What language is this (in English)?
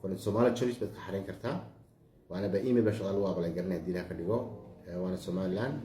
Somali